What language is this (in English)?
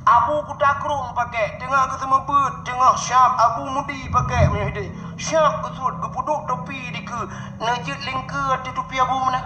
Achinese